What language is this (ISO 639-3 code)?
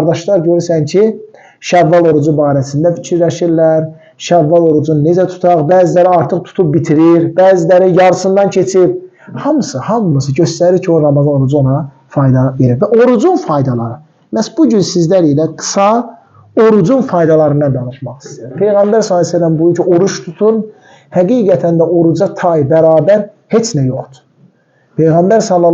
aze